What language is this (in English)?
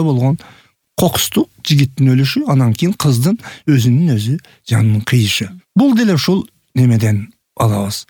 Kyrgyz